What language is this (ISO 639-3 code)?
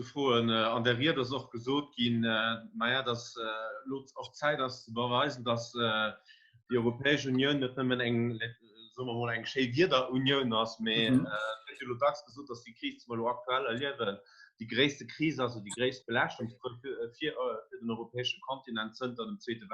ltz